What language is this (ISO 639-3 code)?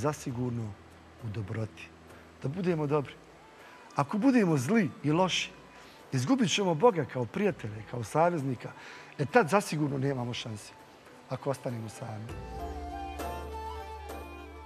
bos